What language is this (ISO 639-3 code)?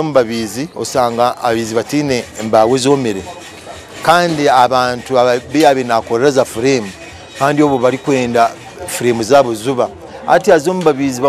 nyn